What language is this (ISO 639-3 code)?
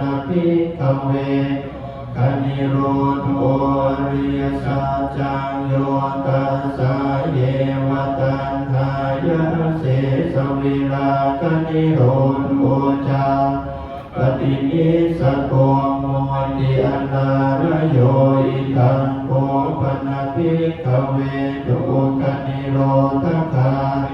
pli